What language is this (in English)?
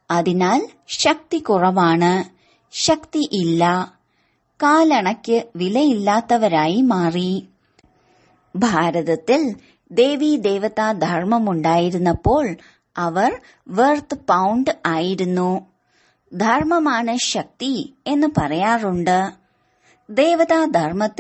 Malayalam